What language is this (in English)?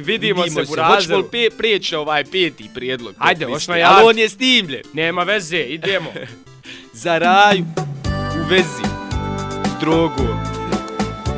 Bosnian